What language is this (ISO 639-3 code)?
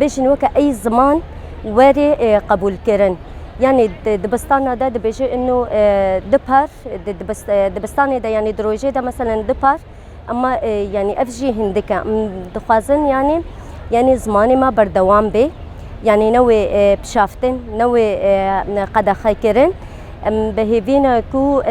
kur